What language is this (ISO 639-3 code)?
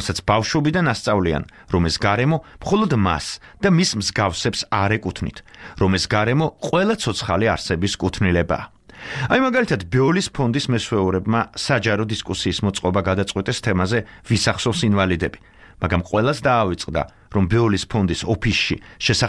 kat